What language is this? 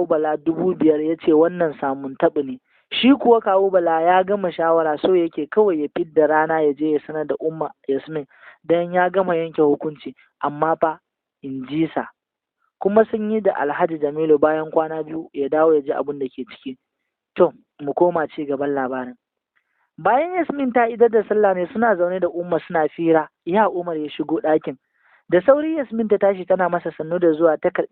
Hausa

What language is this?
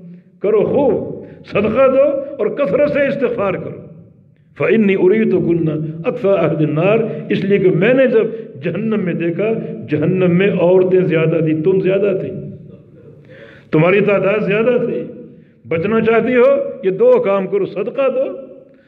Urdu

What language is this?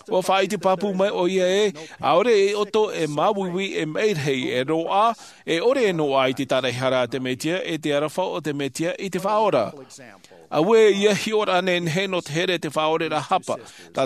Tahitian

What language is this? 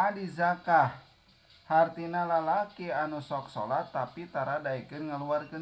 Sundanese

